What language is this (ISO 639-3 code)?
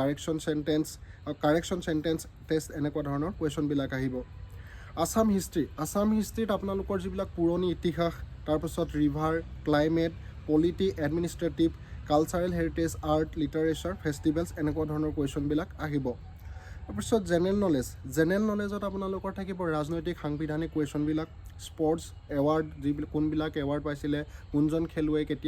asm